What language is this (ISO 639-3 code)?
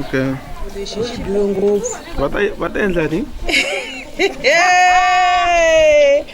ven